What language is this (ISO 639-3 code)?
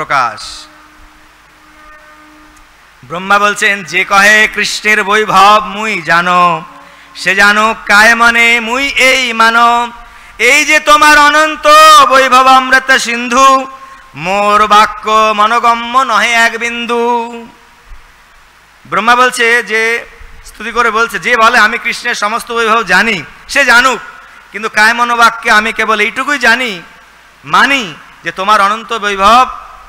ben